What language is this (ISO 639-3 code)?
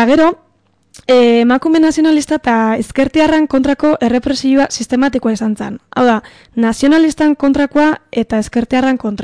eus